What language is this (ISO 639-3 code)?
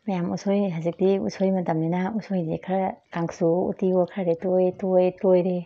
mni